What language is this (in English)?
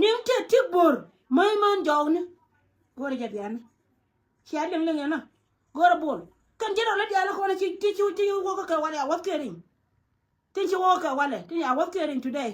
Nuer